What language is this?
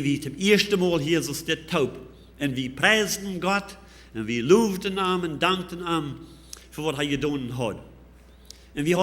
Plautdietsch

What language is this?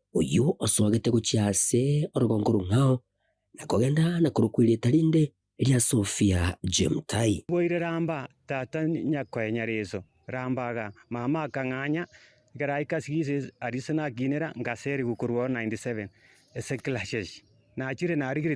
Gusii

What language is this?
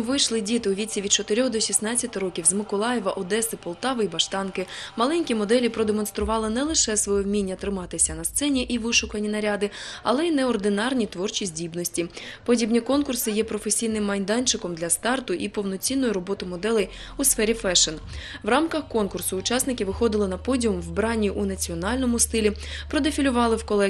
Ukrainian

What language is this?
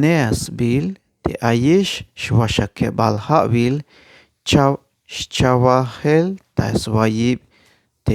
Tzeltal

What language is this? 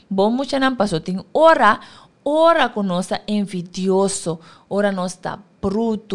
Papiamento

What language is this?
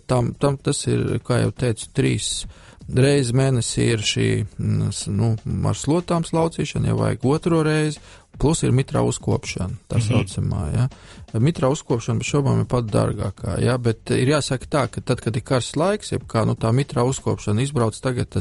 Latvian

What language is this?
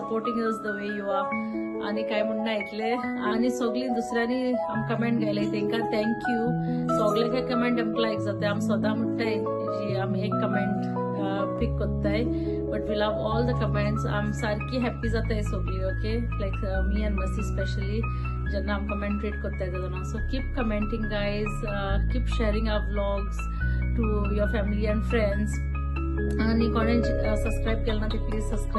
Konkani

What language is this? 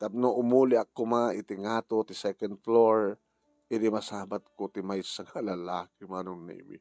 Iloko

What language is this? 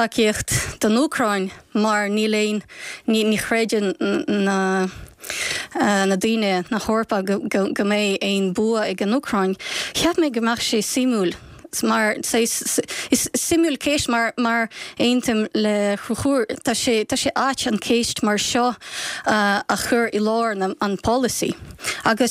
Irish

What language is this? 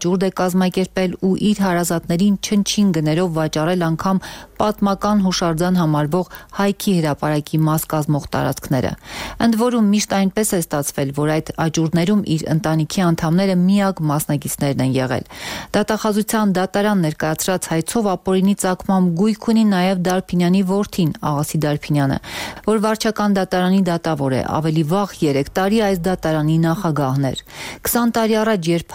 Armenian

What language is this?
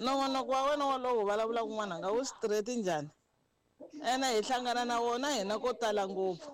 Tsonga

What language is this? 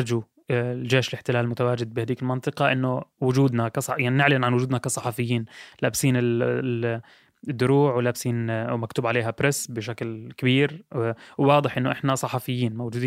North Levantine Arabic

